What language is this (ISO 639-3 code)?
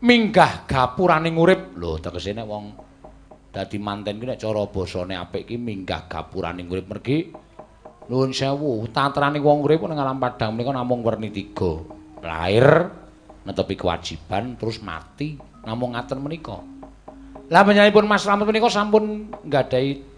jav